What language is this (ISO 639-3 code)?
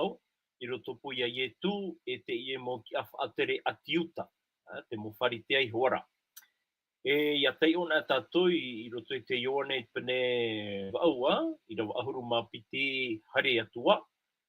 tah